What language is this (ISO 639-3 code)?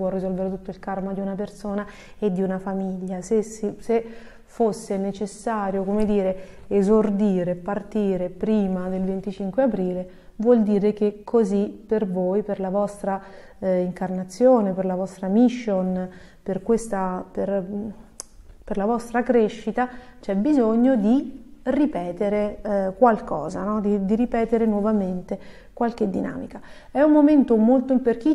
ita